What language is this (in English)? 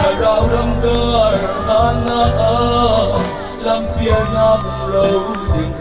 Hakha Chin